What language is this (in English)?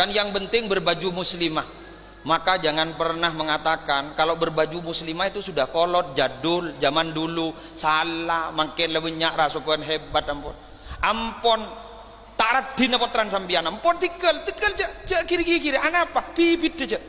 Madurese